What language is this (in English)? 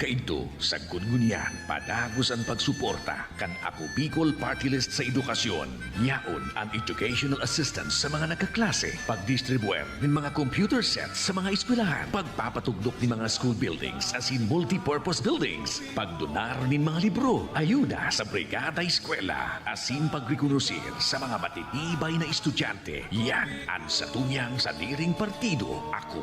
Bikol